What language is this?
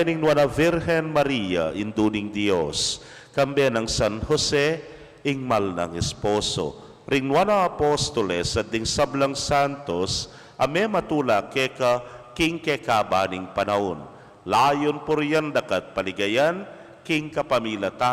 Pampanga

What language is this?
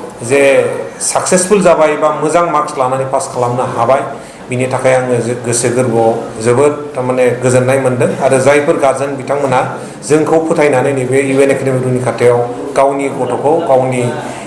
Bodo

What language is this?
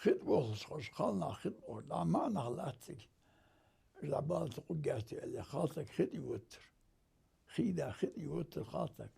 Ingush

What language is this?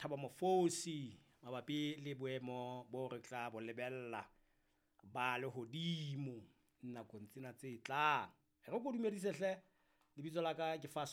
Southern Sotho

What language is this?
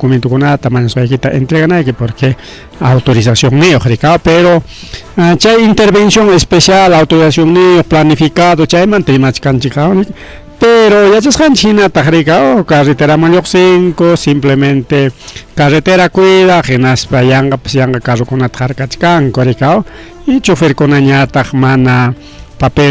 Ayacucho Quechua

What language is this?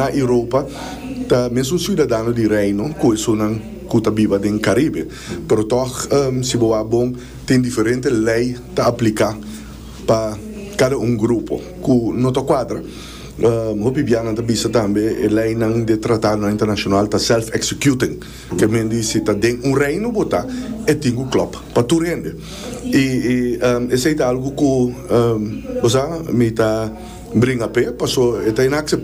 Papiamento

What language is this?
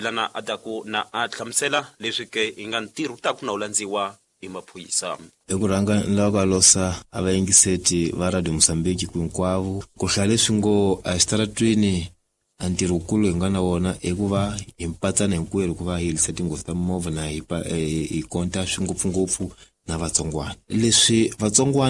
Tsonga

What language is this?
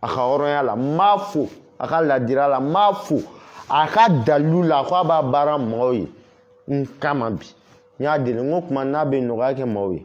Bambara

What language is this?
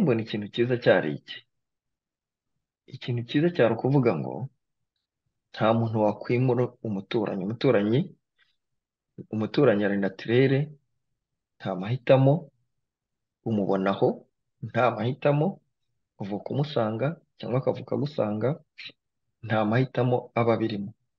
Kinyarwanda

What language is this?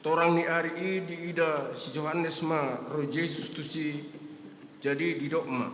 Batak Toba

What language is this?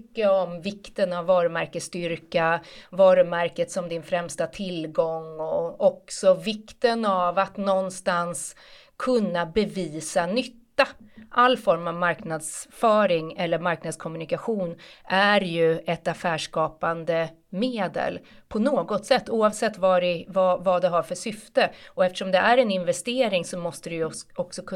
Swedish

